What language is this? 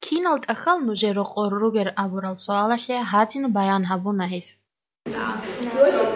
Avaric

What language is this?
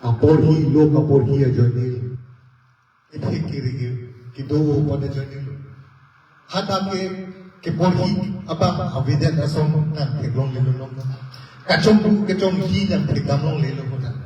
Karbi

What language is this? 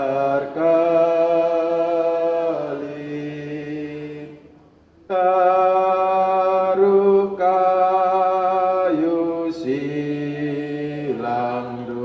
Batak Karo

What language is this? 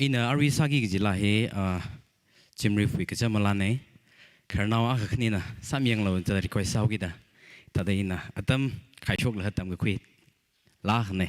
Tangkhul Naga (India)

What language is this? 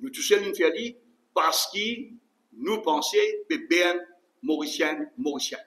Morisyen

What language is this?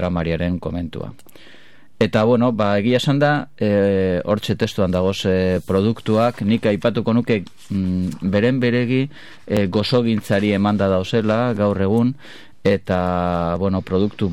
Basque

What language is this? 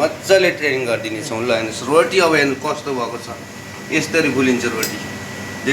Nepali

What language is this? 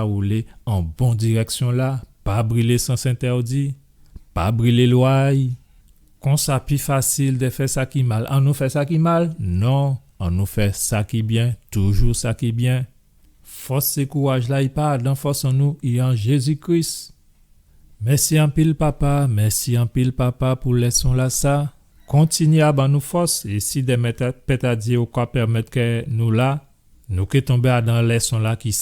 Guadeloupean Creole French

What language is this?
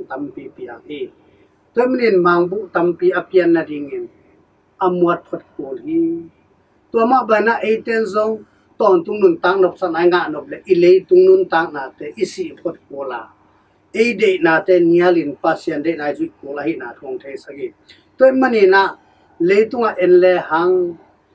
Tedim Chin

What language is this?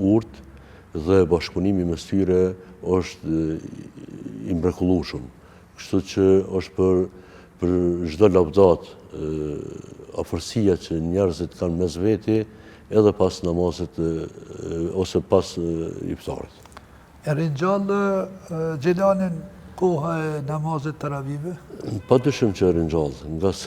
Albanian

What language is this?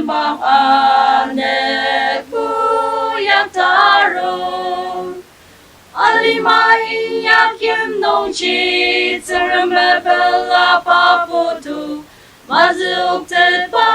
Ao Naga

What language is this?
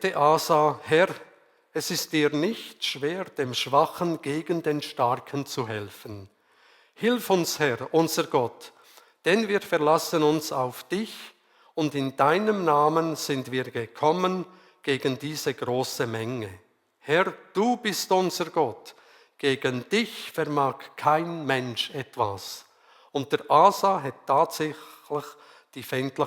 Swiss German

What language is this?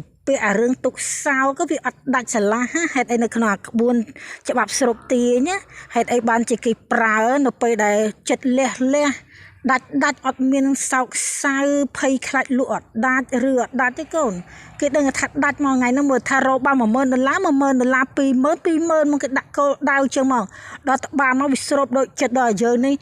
Khmer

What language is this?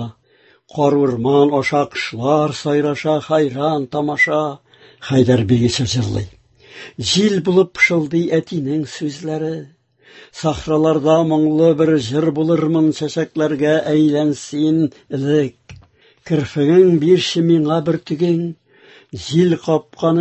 Tatar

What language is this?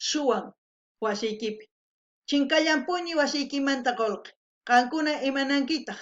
South Bolivian Quechua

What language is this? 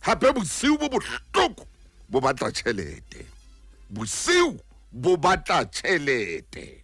Southern Sotho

